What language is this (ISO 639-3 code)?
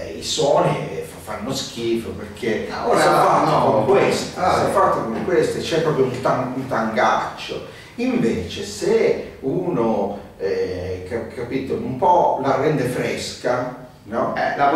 ita